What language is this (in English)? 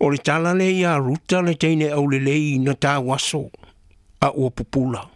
Samoan